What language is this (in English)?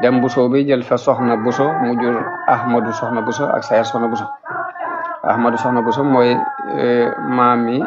Wolof